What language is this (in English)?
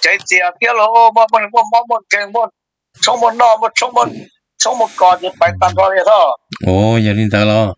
Hmong